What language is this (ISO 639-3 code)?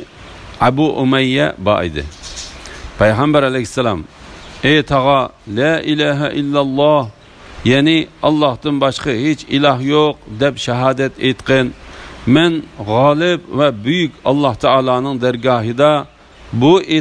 uig